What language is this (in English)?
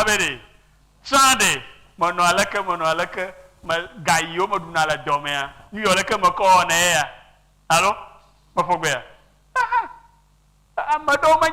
Ewe